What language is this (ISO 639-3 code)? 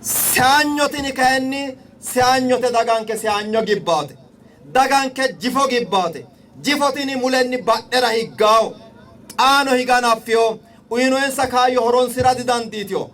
sid